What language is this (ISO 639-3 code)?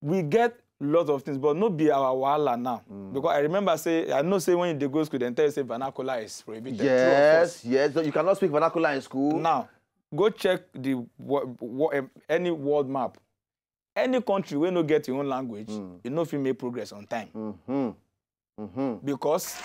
pcm